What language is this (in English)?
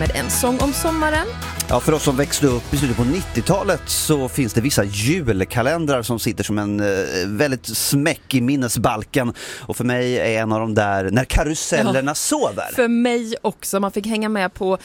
Swedish